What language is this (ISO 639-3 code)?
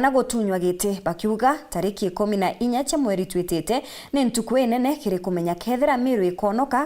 mer